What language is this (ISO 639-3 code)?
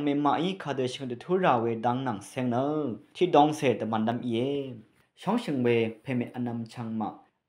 raw